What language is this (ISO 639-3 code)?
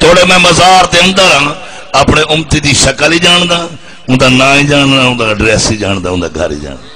skr